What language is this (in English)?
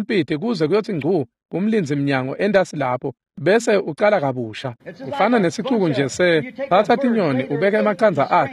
Swati